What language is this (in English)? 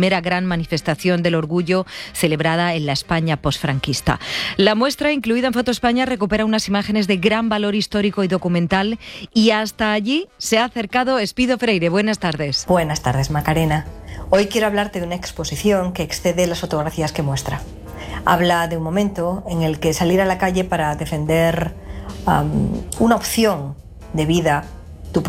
Spanish